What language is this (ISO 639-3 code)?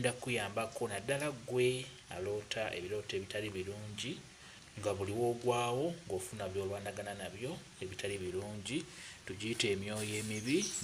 lug